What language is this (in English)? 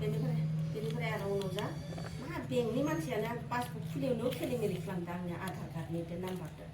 Bodo